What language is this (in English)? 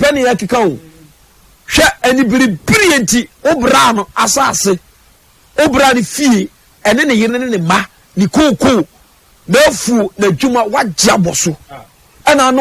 Akan